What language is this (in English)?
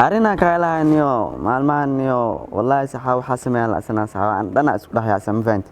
Somali